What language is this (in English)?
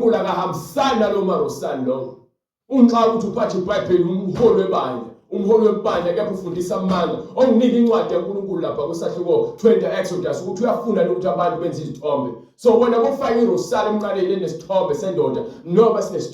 Zulu